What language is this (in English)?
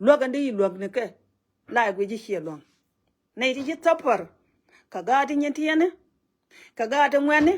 Nuer